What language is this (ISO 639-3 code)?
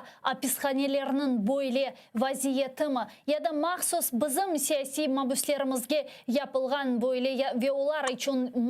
crh